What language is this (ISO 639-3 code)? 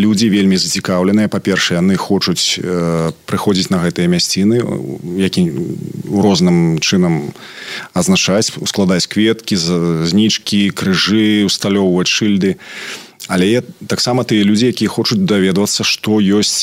bel